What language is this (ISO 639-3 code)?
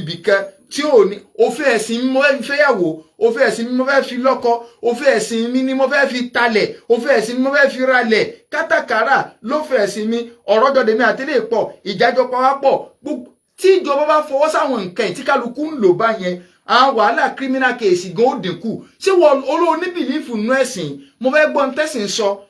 yor